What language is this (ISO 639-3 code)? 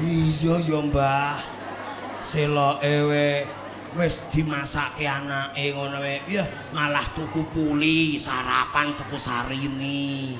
jav